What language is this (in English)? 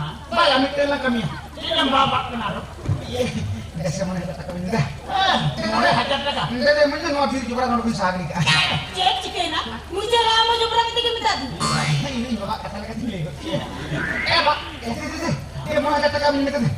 Santali